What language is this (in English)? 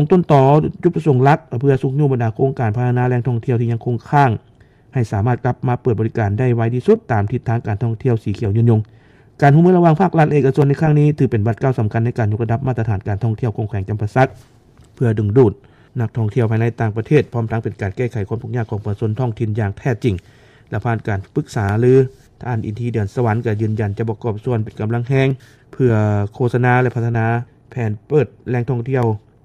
Lao